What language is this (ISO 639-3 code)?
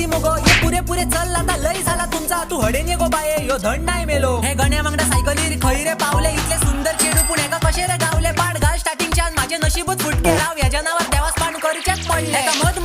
kok